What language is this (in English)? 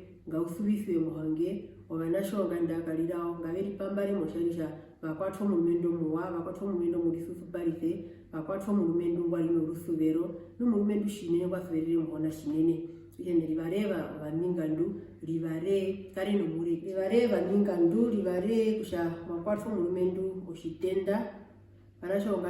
Herero